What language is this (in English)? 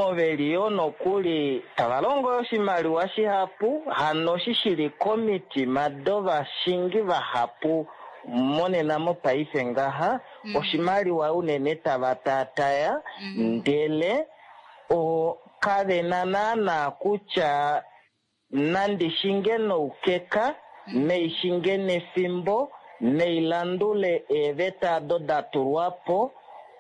Kuanyama